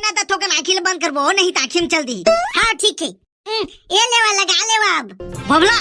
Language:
Chhattisgarhi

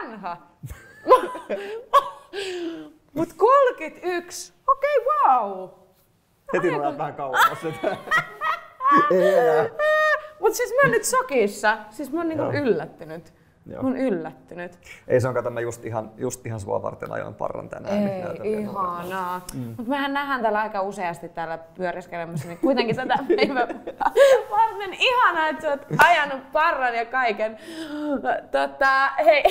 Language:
Finnish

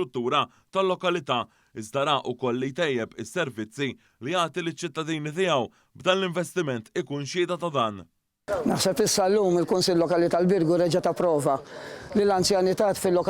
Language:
Maltese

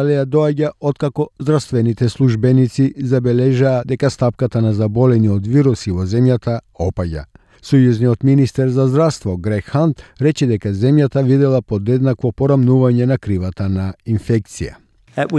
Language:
Macedonian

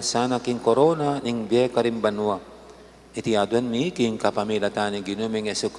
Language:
Pampanga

